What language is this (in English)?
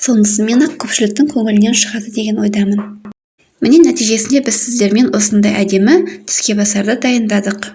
Kazakh